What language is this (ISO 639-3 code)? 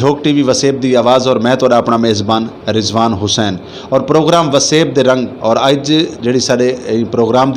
skr